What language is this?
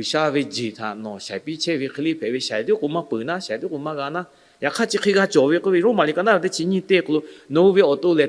Lahu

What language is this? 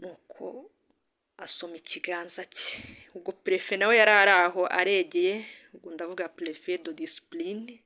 Kinyarwanda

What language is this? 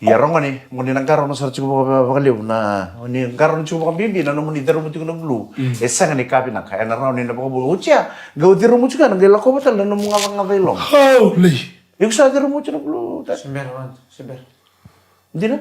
Fijian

